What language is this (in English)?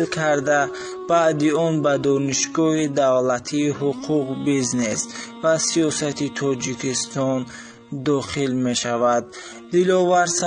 Tajik